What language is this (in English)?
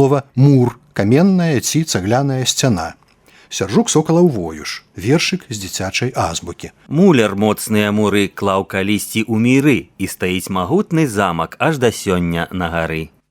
Belarusian